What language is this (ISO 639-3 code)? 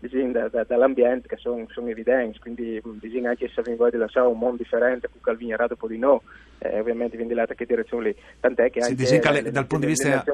fur